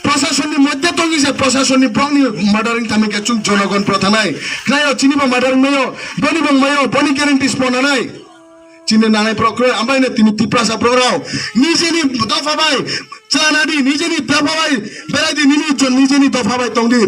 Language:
Riang (India)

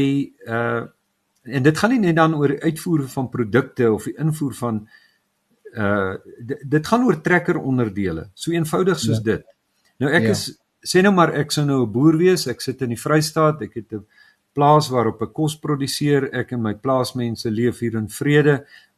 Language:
Afrikaans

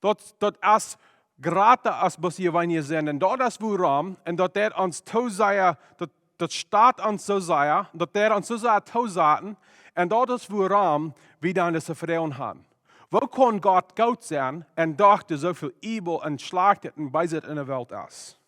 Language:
Plautdietsch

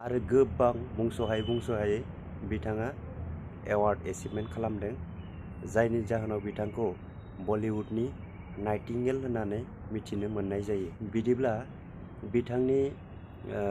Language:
Bodo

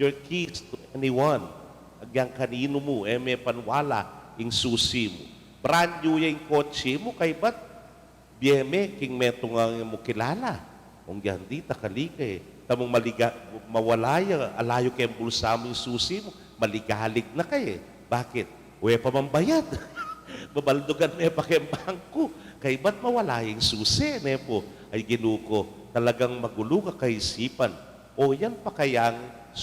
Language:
Pampanga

